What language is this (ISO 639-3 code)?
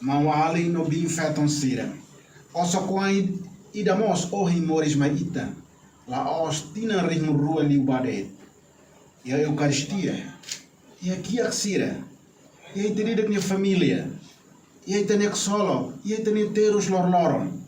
tet